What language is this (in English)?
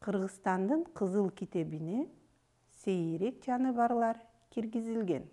Kyrgyz